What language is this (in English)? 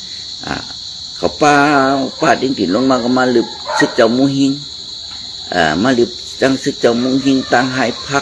Shan